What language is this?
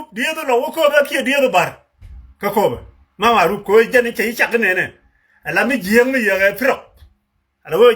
Nuer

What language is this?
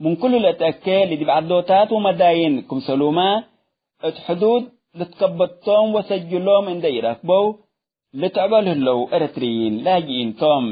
Tigre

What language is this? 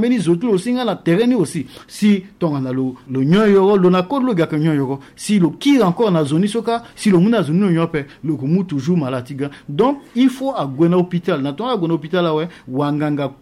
Sango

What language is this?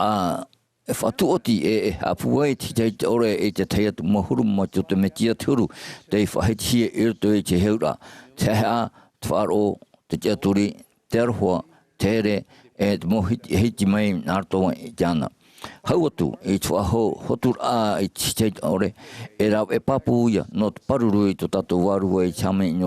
Tahitian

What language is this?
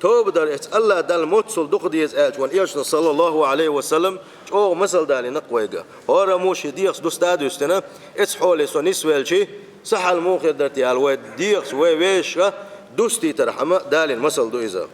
Chechen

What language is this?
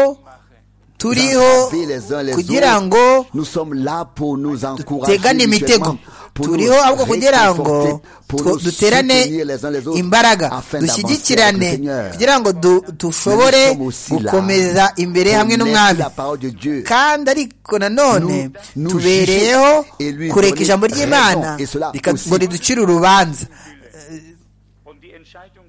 Kinyarwanda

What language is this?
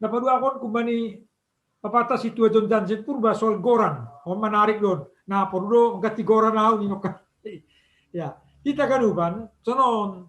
Batak Simalungun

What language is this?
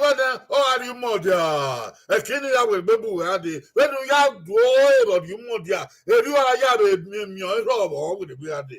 Bini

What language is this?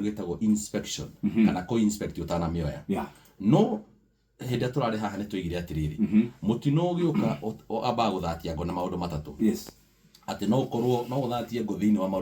Kikuyu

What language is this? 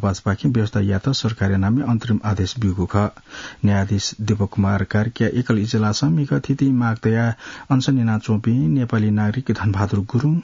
Newari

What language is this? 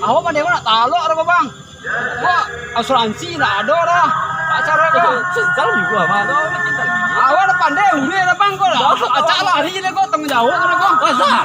Minangkabau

